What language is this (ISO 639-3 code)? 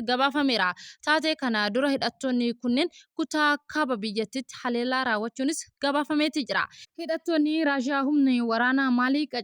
orm